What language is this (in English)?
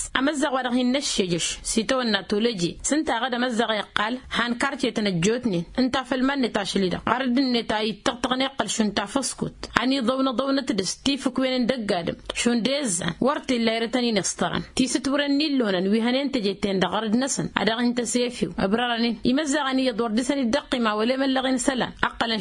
Tamasheq